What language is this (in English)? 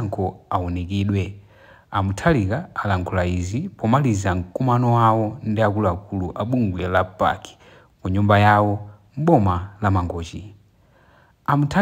Nyanja